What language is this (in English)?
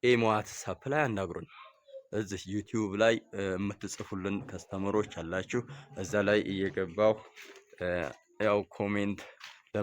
Amharic